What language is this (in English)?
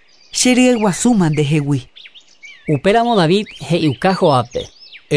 Guarani